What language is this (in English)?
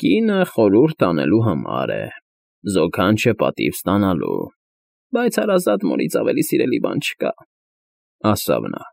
Armenian